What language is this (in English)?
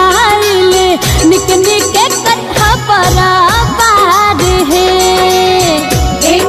Bhojpuri